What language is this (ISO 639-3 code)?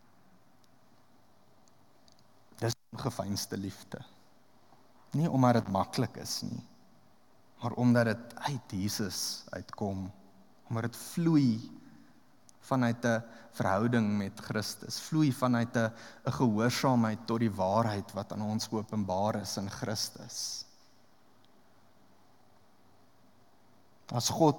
afr